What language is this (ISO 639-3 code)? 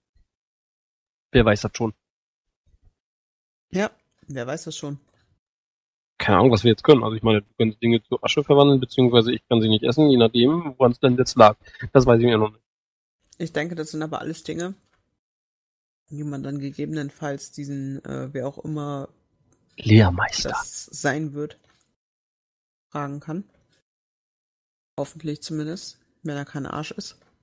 deu